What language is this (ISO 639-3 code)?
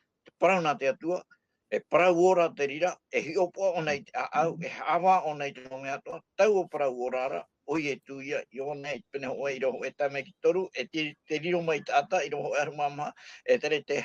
tah